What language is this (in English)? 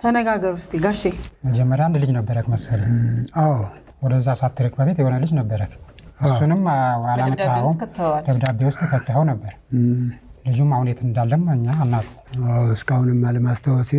Amharic